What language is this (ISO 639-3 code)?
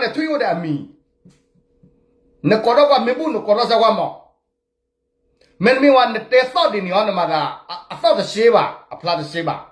ksw